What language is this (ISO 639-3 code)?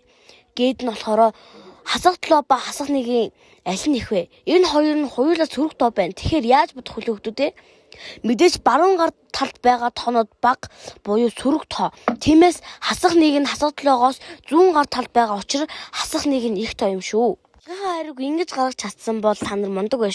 mon